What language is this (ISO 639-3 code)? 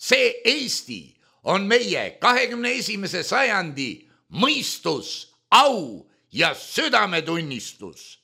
est